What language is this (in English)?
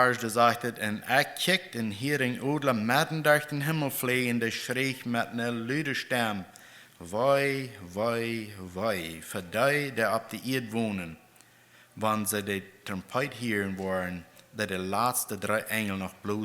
Plautdietsch